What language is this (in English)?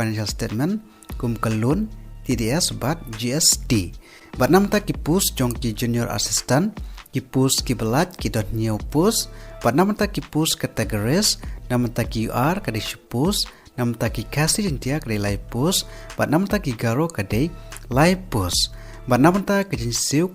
Khasi